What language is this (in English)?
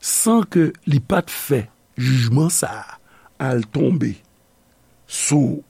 Haitian Creole